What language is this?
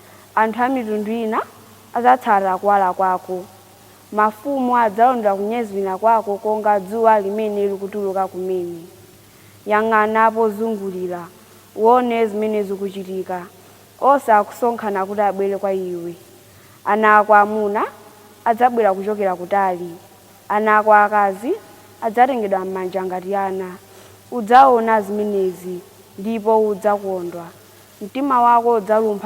Nyanja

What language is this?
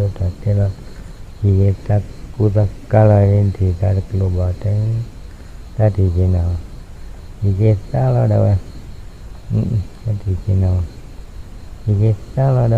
S'gaw Karen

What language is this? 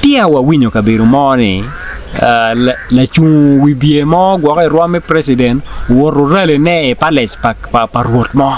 Acoli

